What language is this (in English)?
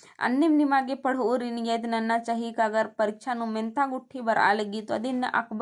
Kurukh